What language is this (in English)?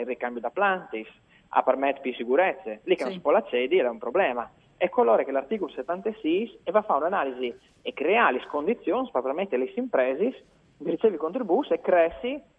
Friulian